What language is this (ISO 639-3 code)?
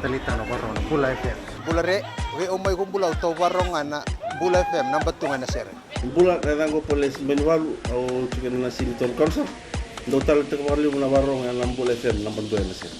fij